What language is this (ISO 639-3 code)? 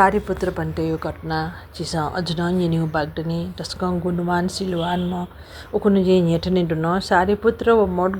new